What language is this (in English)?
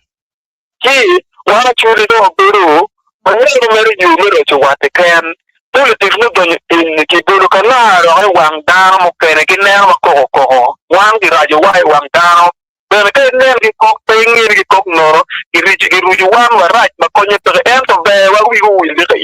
Acoli